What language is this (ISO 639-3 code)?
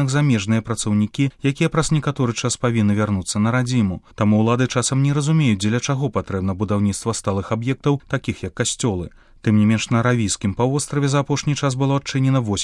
bel